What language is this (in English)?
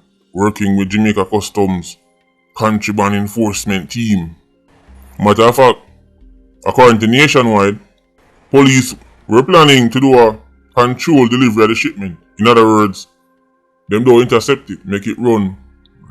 Jamaican Creole English